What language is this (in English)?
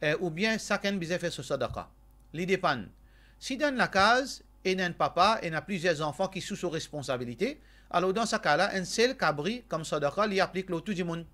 Morisyen